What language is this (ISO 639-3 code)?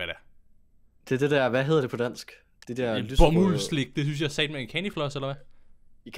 dan